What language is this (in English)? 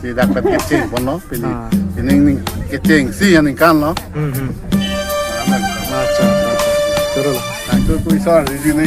Karbi